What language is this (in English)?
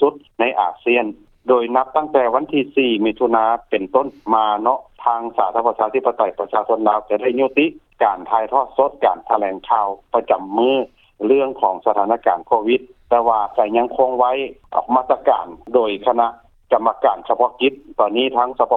Lao